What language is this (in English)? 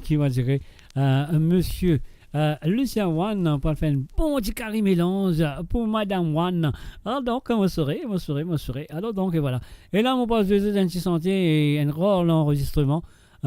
Morisyen